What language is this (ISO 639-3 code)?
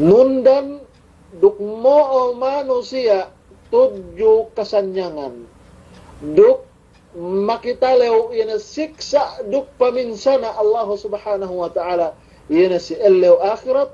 yka